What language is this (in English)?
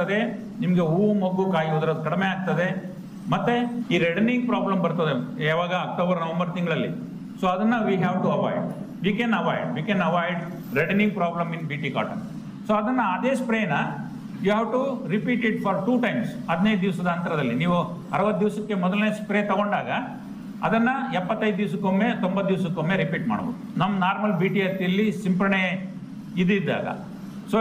Kannada